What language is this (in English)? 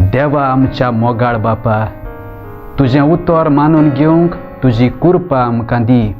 Konkani